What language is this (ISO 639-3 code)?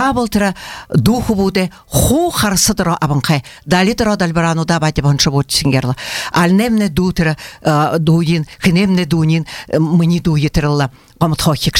bua